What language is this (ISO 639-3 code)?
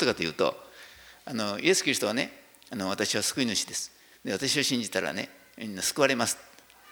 jpn